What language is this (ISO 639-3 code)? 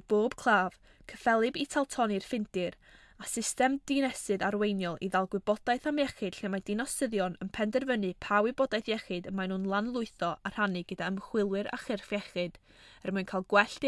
cym